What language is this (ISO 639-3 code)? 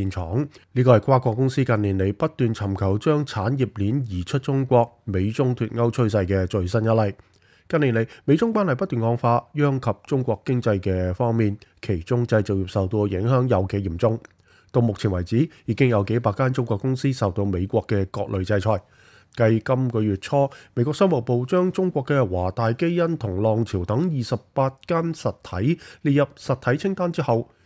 yue